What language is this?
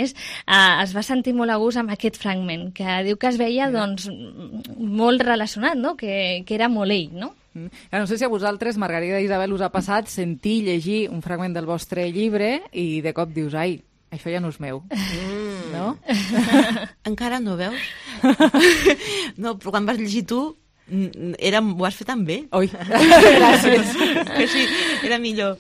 Catalan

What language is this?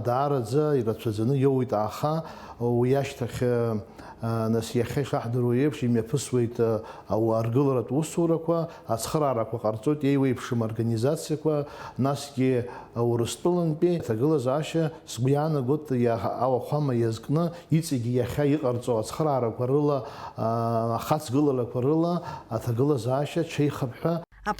Abkhazian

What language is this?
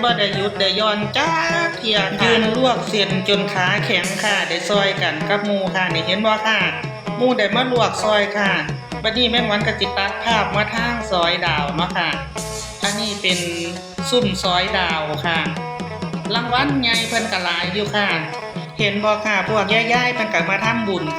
Northeastern Thai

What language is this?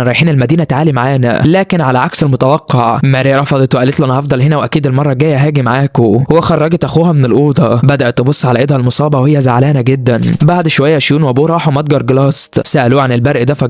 Egyptian Arabic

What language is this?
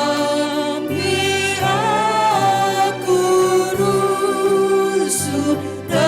Batak Karo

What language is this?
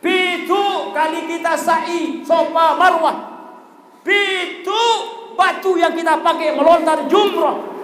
Sasak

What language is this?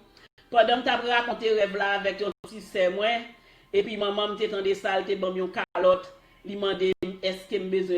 Haitian Creole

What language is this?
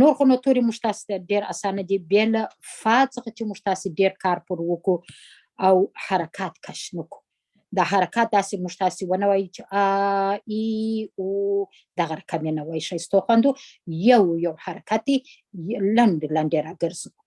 Pashto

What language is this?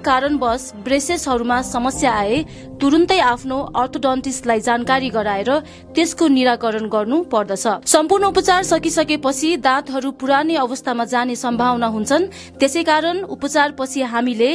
Nepali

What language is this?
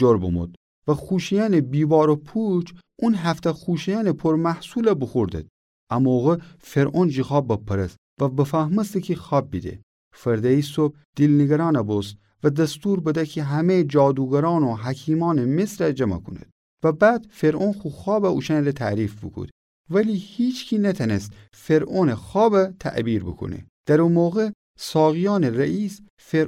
Gilaki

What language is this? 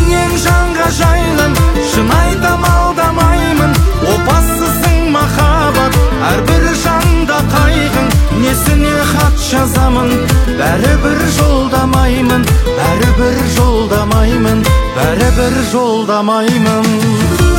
Kazakh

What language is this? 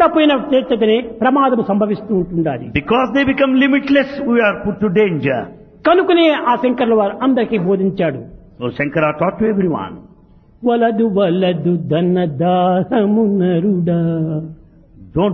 Telugu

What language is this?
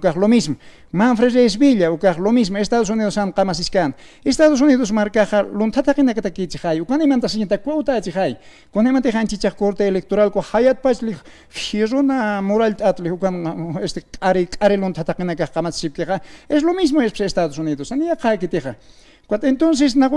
Aymara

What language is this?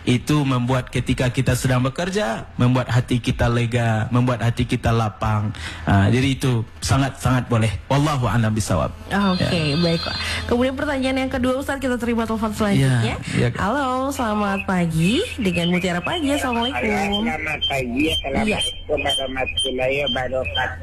Indonesian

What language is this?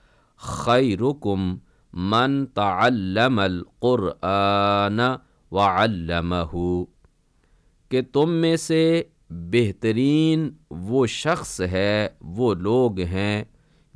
Urdu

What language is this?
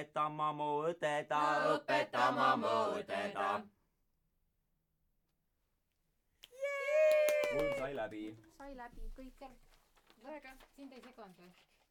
Estonian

